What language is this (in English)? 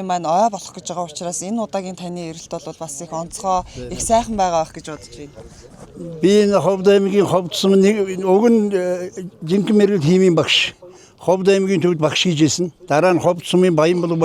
Mongolian